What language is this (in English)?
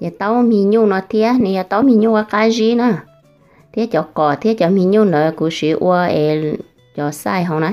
Hmong